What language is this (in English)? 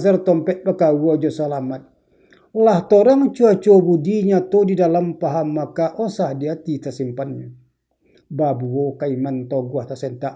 Minangkabau